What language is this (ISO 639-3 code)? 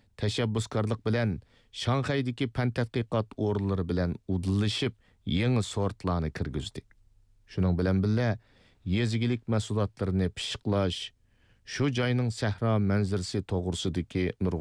uig